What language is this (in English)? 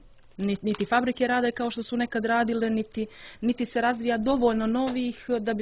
Croatian